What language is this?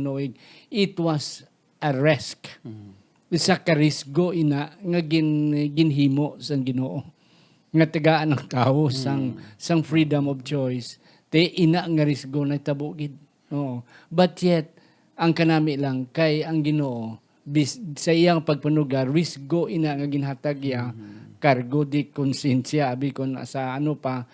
Hiligaynon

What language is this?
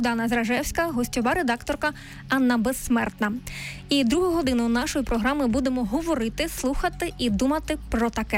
Ukrainian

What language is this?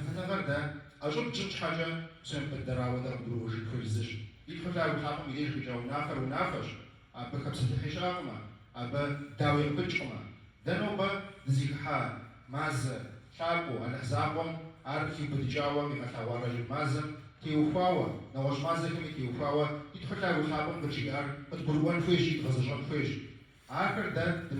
Kabardian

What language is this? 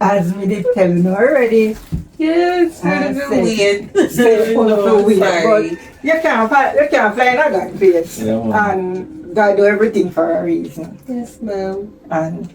Jamaican Creole English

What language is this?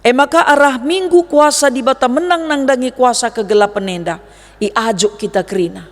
Batak Karo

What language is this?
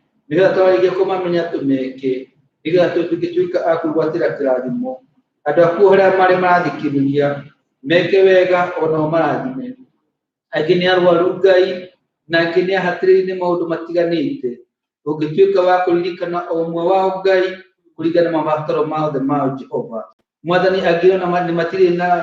Kikuyu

